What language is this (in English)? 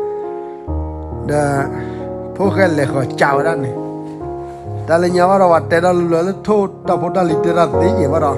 S'gaw Karen